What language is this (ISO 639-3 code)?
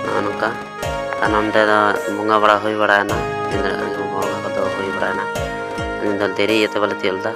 sat